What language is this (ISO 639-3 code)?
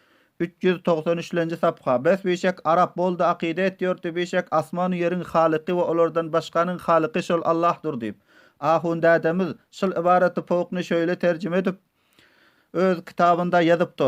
tuk